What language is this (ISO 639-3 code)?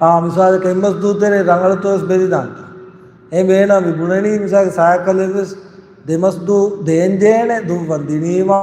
div